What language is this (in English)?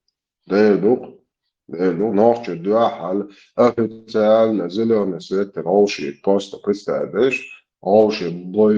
Chechen